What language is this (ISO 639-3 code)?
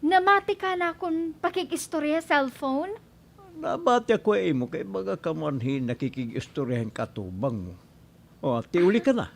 war